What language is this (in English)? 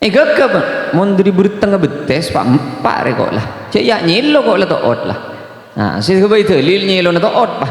Madurese